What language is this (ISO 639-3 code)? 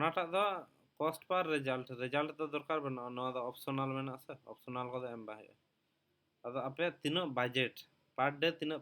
sat